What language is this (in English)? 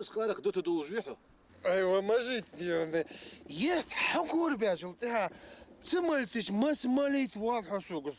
Ingush